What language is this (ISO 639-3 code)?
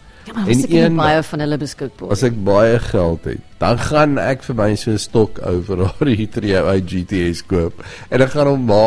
afr